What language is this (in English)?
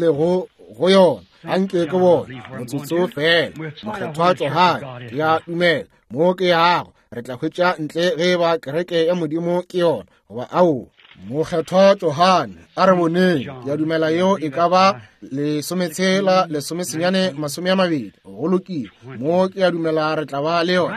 Northern Sotho